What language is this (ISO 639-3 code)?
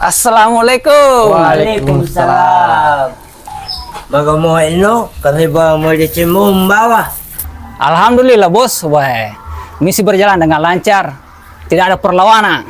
bug